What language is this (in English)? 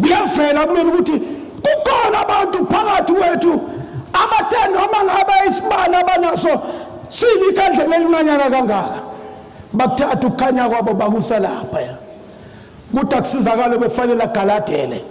Zulu